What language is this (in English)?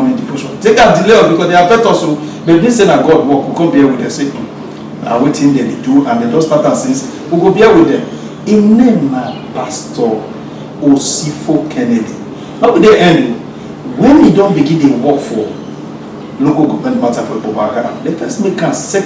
Nigerian Pidgin